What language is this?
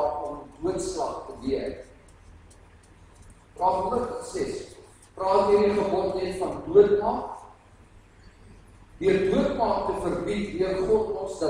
Afrikaans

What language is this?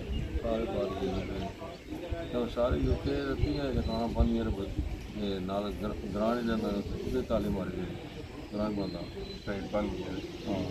Pahari-Potwari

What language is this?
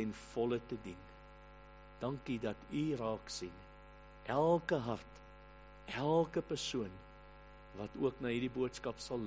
Afrikaans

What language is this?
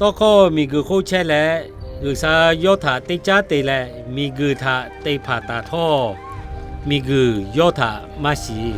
Lahu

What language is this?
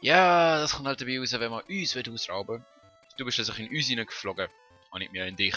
Swiss German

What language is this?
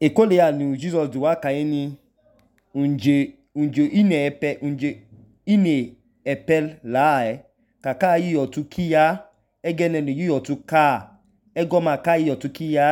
Idoma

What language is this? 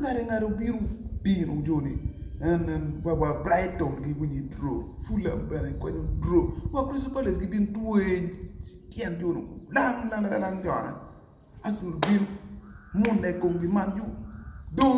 Acoli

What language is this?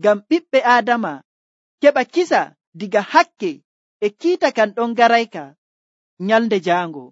Nigerian Fulfulde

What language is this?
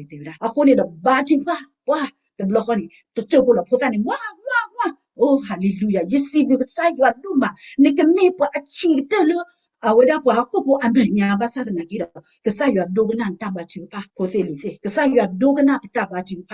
S'gaw Karen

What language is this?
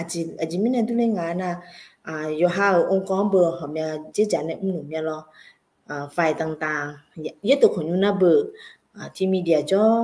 Akha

